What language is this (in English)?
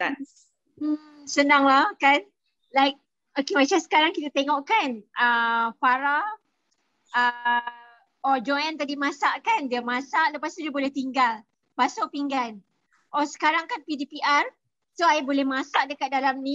Malay